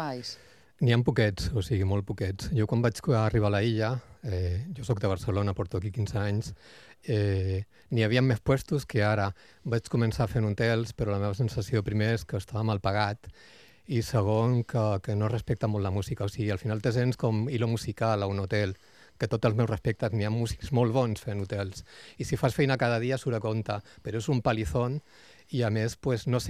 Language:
Catalan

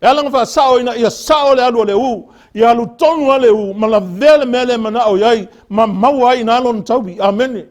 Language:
Samoan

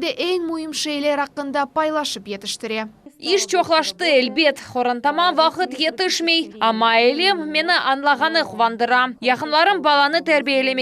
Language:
Crimean Tatar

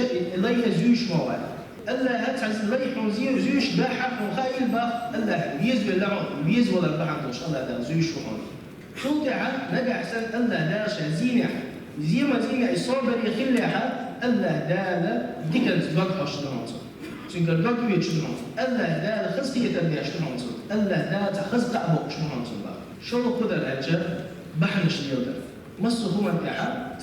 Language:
Chechen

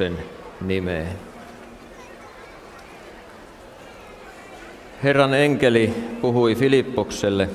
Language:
Finnish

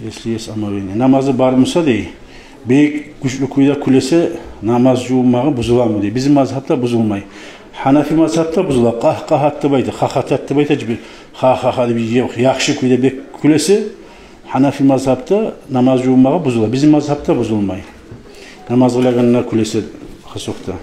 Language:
Kumyk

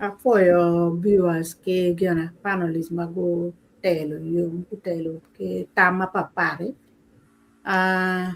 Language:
Acoli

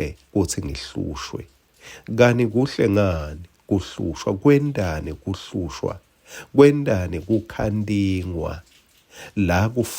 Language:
Swati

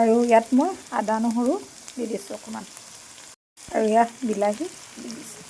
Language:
Assamese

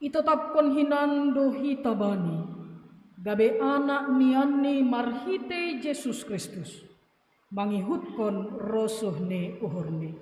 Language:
Batak Simalungun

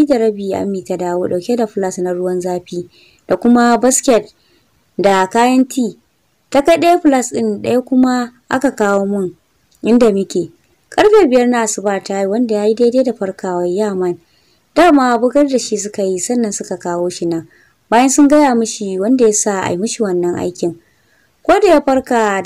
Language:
Hausa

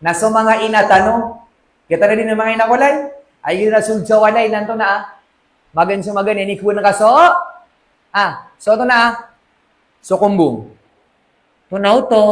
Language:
Maranao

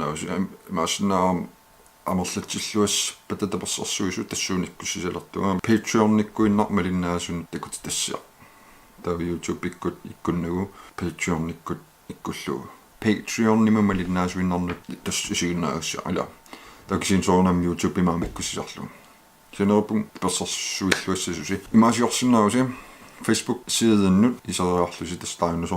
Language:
Kalaallisut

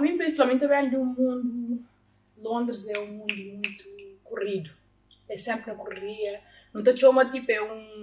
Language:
Kabuverdianu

